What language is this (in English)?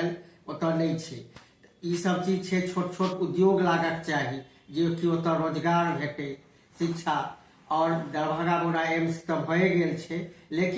Maithili